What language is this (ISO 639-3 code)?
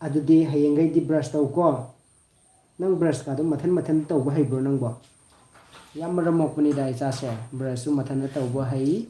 mni